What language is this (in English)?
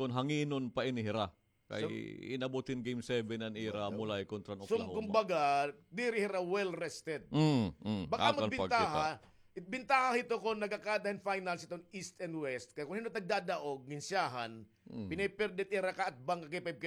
Waray